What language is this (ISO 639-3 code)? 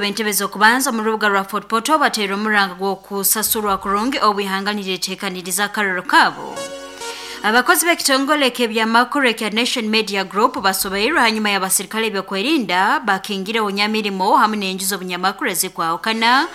nyo